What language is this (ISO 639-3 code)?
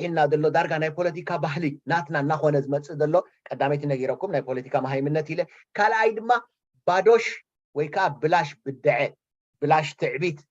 tir